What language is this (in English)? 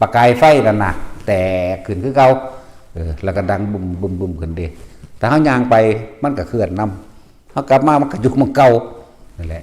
Northeastern Thai